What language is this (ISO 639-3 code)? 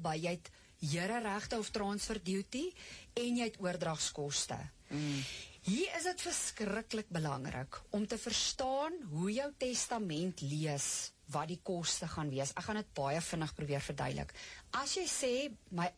afr